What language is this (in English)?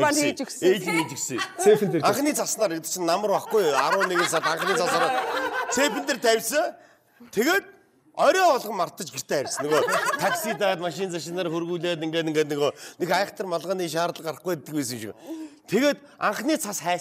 Mongolian